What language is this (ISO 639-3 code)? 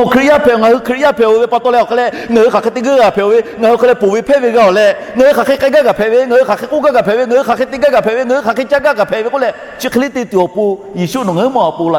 lhu